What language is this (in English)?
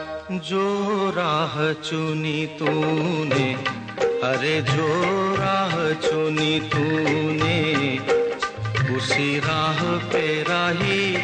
Hindi